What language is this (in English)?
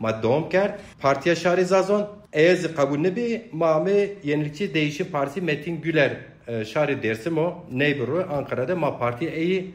Zaza